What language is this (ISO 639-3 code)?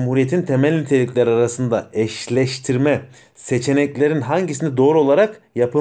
tur